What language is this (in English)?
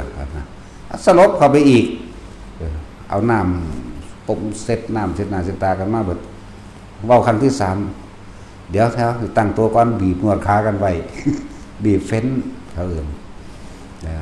Northeastern Thai